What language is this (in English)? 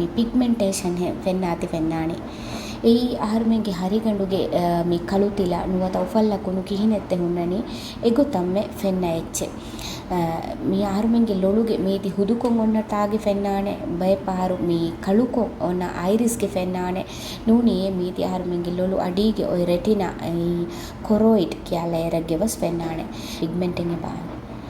Divehi